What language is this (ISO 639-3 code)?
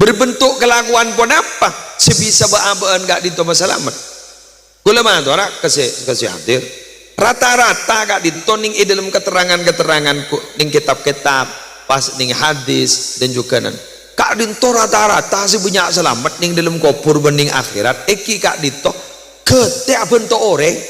mad